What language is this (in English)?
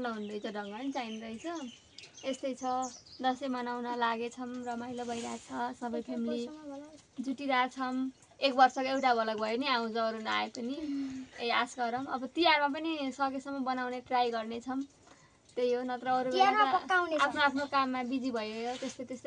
Nepali